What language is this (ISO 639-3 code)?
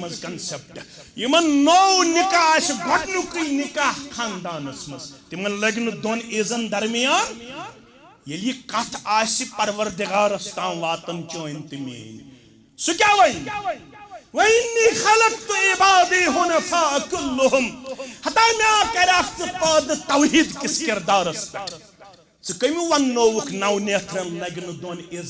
kas